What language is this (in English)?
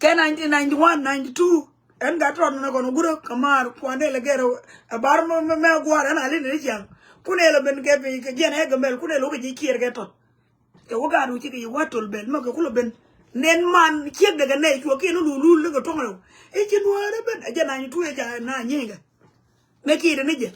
Nuer